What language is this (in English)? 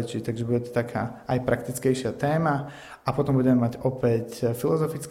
Slovak